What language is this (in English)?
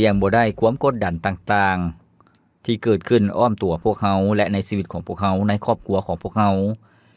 Lao